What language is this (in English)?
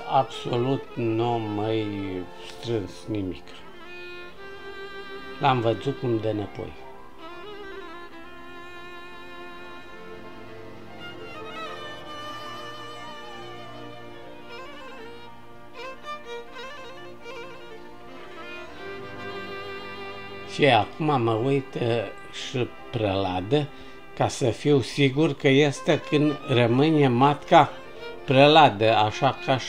Romanian